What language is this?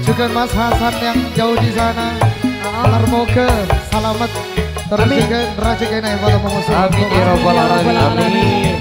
Madurese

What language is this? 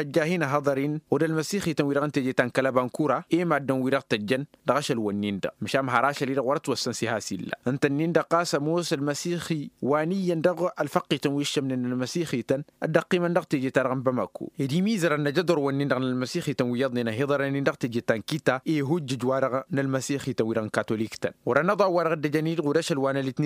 Tamasheq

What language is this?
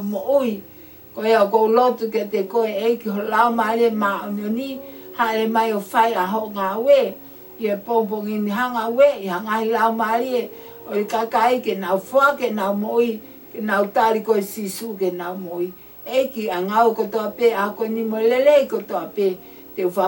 Tongan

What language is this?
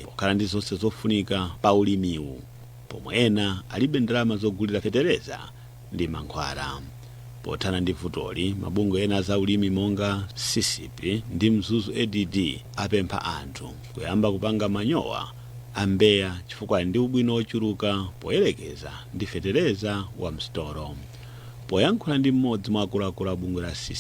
Nyanja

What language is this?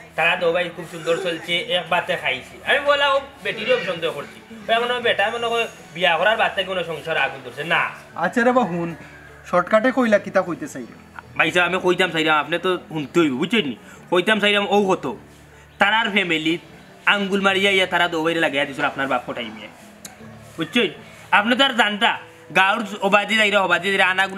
Sylheti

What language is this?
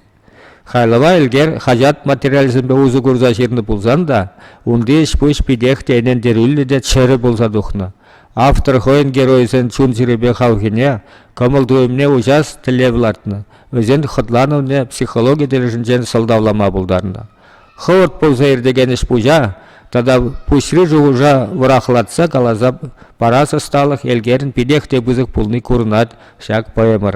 Chuvash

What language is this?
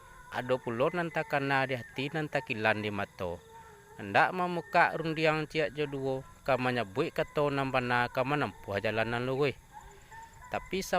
Minangkabau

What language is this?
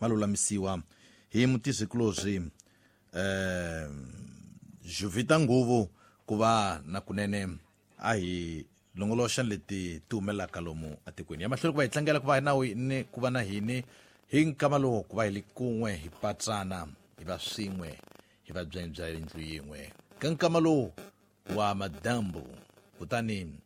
Tsonga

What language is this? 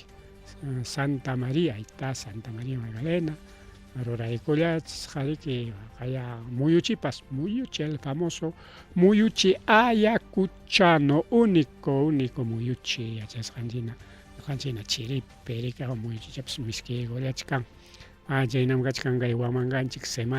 Ayacucho Quechua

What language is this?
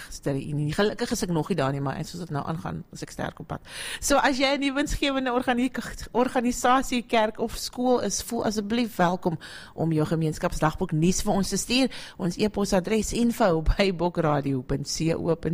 Afrikaans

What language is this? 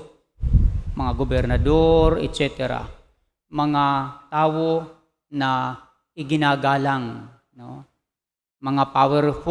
Bikol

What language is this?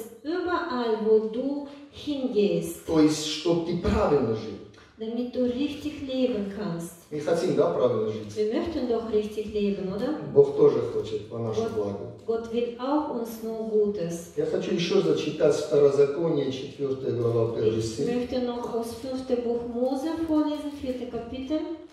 Russian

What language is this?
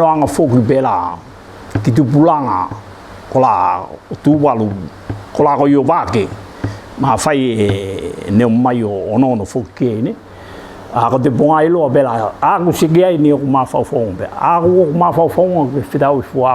Tuvalu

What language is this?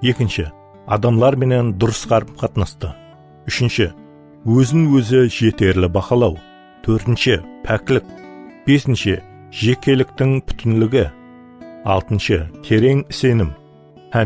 Kara-Kalpak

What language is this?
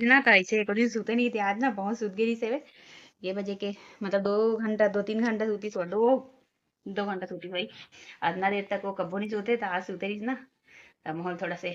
Chhattisgarhi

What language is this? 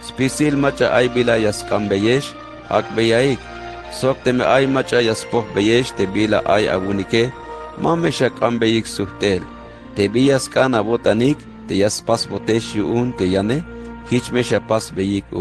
Tzeltal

